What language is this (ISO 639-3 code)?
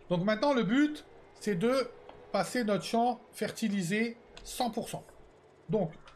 fra